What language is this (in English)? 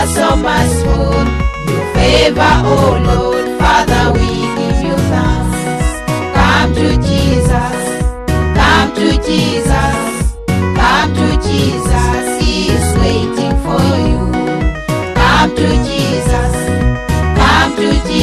Lango (Uganda)